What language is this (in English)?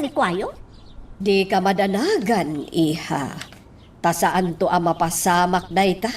Iloko